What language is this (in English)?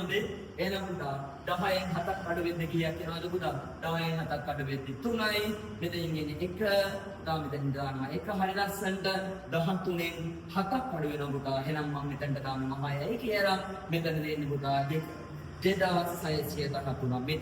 Sinhala